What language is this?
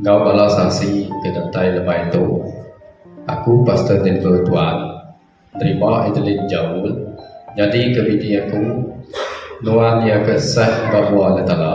Iban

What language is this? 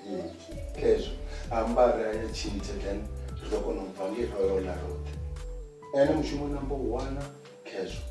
Venda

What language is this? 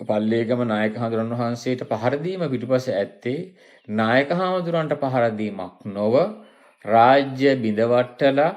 Sinhala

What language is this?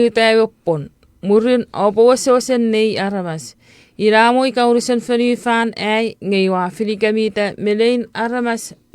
Chuukese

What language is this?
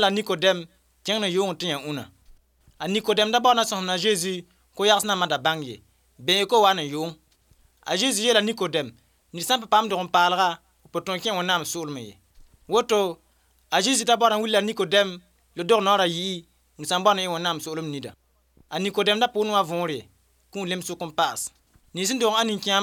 Mossi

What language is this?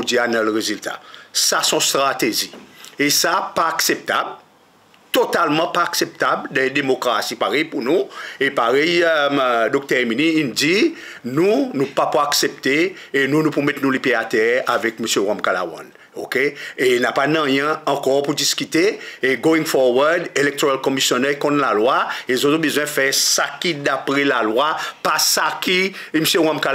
Seselwa Creole French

